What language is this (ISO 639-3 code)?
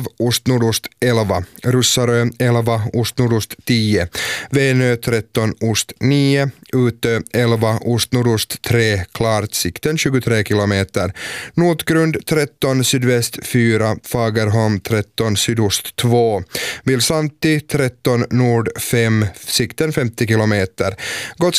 swe